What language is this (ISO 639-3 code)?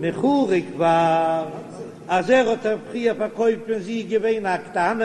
yid